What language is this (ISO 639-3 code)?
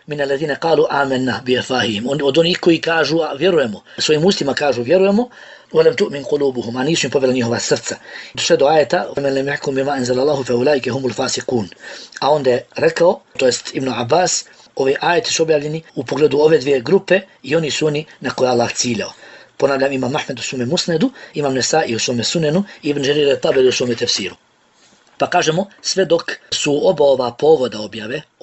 bos